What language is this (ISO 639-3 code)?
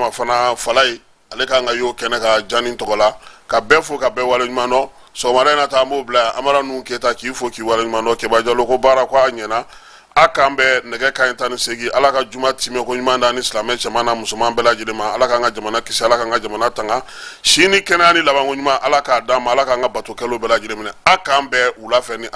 bam